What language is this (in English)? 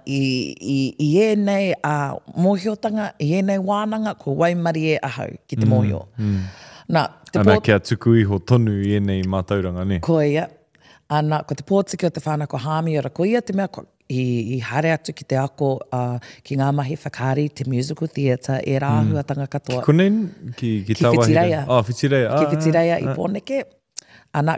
Māori